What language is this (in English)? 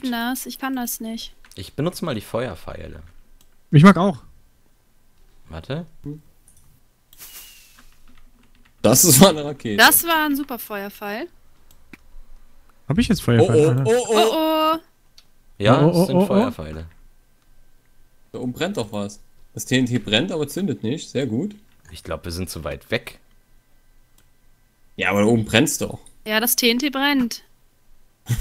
German